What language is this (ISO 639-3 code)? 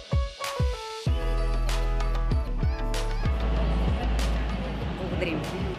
bul